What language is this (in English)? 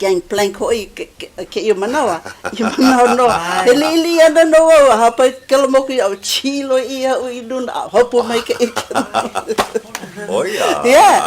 Hawaiian